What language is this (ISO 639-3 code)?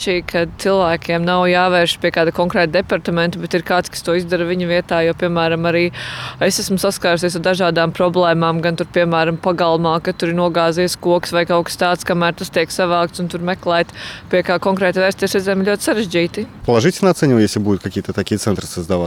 lav